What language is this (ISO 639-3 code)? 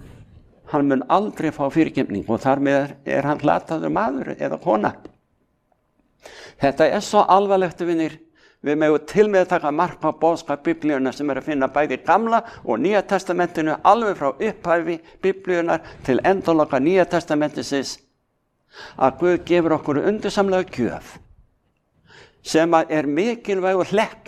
isl